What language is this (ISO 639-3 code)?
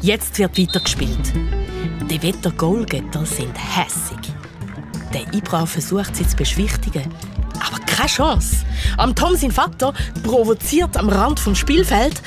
gsw